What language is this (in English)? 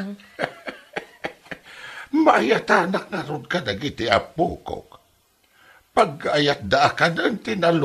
Iloko